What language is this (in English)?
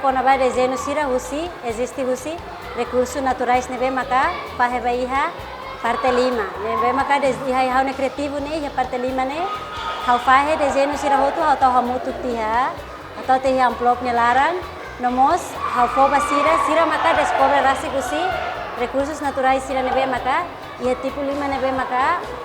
Tetum